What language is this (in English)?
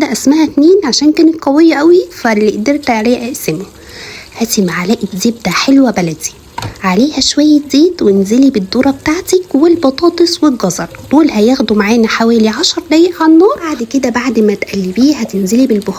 Egyptian Arabic